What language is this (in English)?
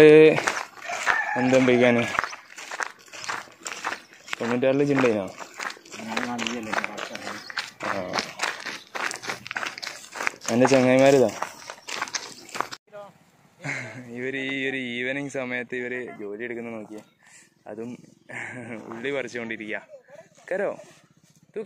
Malayalam